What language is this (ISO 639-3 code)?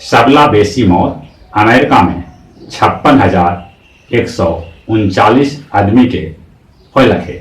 mag